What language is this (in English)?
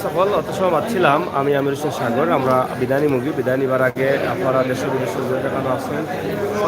Sylheti